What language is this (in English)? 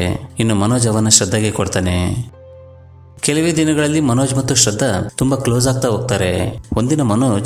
Kannada